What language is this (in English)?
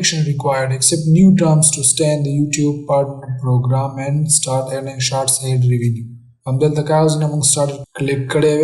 Pashto